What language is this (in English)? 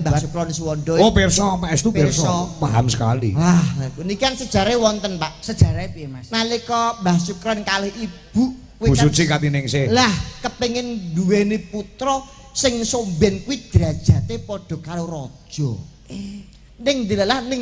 Javanese